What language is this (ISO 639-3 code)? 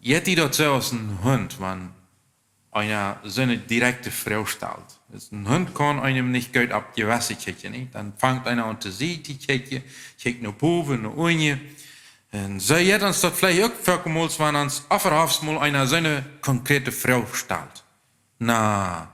pdt